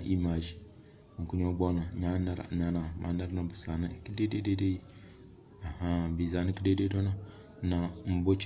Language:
Tem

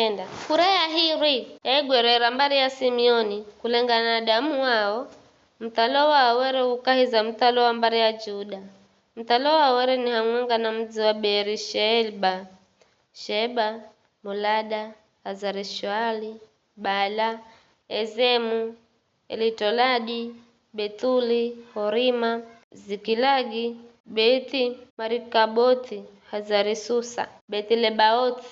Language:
Giryama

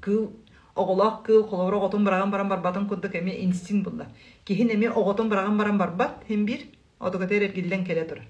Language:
Yakut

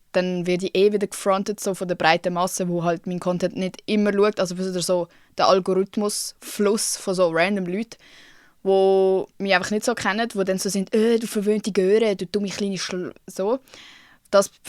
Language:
Swiss German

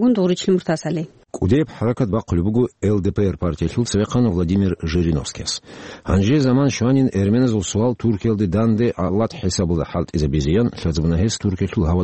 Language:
Avaric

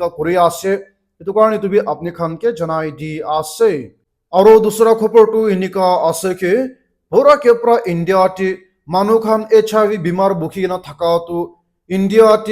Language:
Naga Pidgin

